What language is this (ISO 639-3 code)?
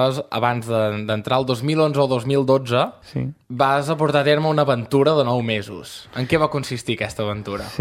cat